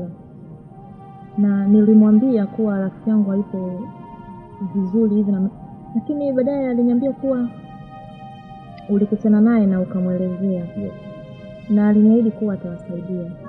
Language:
Swahili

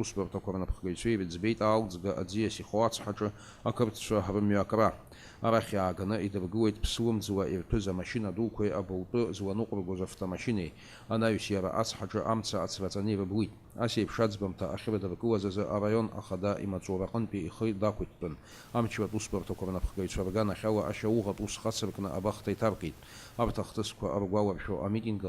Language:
Abkhazian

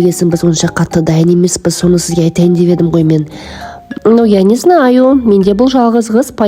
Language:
Kazakh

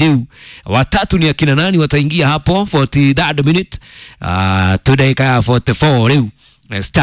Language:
Kikuyu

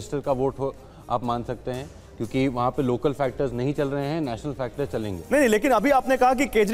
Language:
Hindi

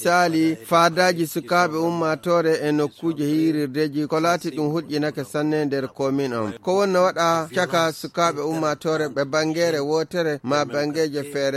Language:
Fula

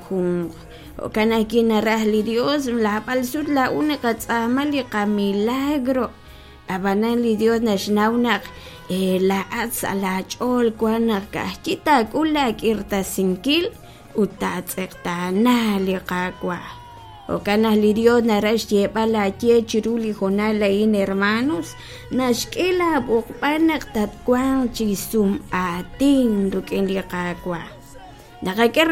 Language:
Kekchí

